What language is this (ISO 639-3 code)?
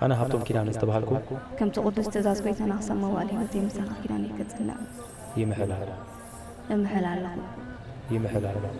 tir